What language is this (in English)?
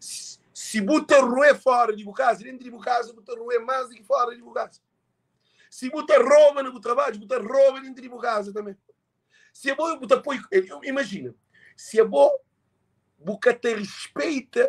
Kabuverdianu